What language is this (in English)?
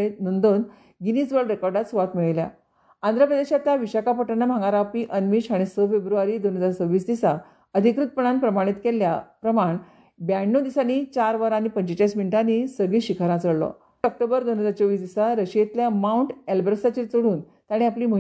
Konkani